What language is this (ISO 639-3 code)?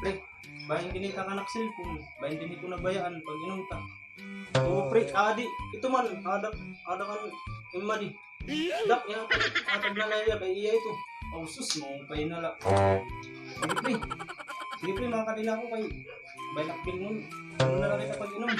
war